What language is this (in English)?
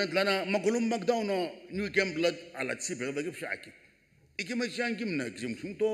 Sumi Naga